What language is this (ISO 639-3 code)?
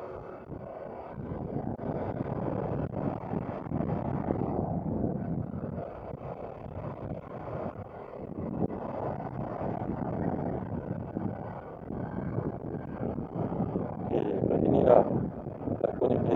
msa